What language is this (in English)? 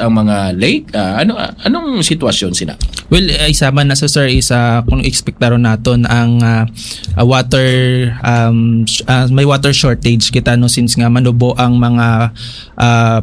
Hiligaynon